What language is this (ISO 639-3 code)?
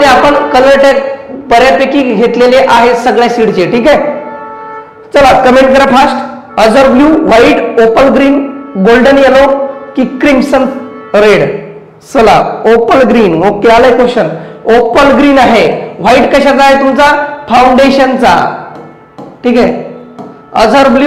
mar